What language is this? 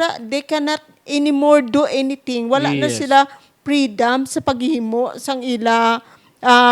Hiligaynon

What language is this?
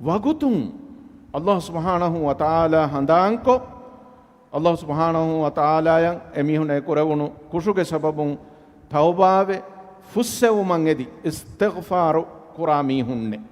Divehi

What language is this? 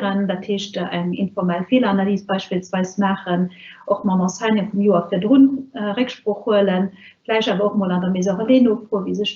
Luxembourgish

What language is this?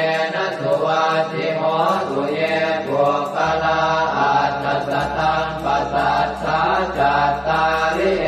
Pali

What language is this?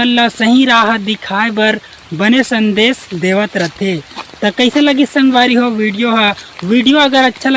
Chhattisgarhi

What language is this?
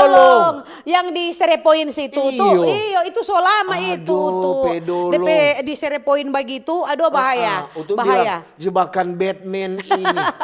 Manado Malay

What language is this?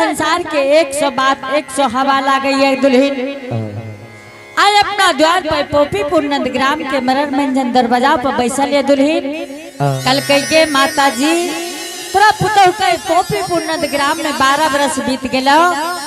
Angika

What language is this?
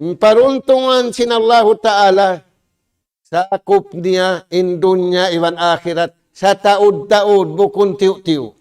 Tausug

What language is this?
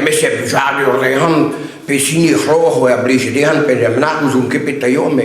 Breton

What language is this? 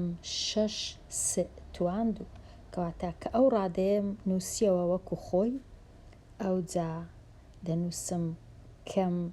Central Kurdish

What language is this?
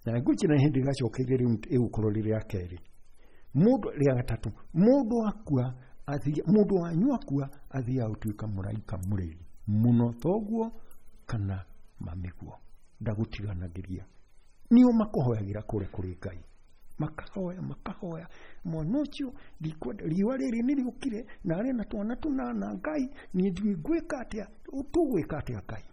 Kikuyu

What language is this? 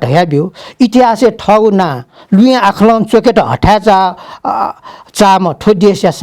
Newari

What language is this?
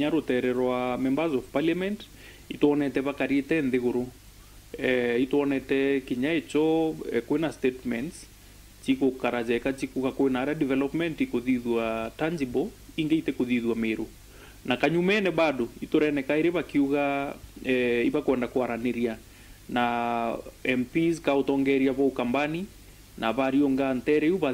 Meru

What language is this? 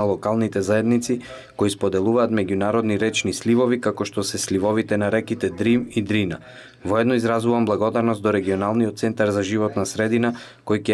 Macedonian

